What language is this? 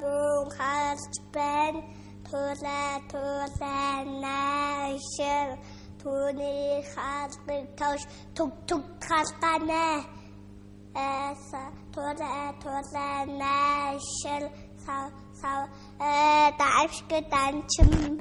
Mongolian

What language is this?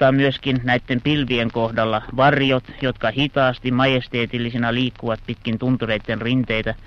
Finnish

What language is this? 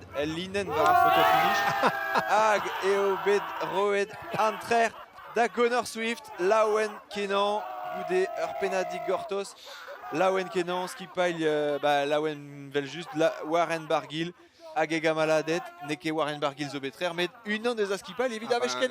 Breton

